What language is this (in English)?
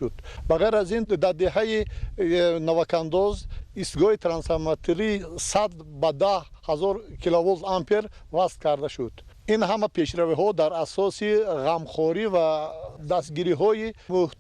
Tajik